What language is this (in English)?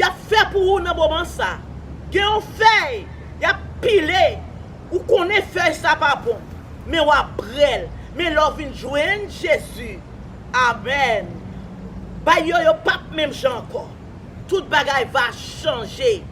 Haitian Creole